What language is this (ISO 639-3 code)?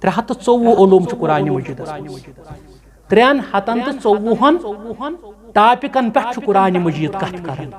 kas